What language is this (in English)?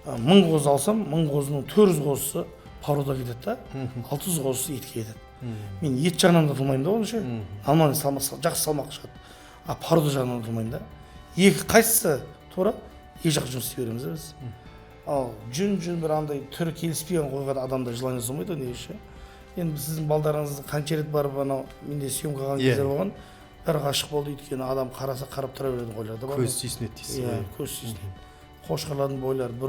Kazakh